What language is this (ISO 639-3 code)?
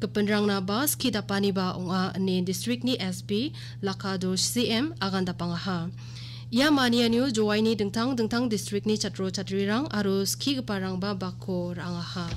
grt